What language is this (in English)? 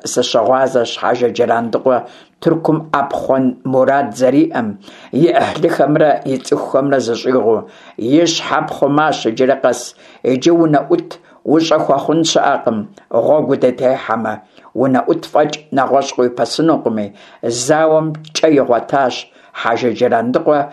Kabardian